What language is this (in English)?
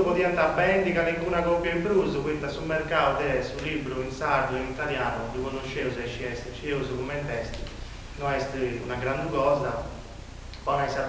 Sardinian